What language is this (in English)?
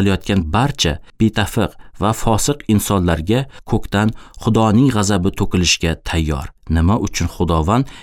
Uzbek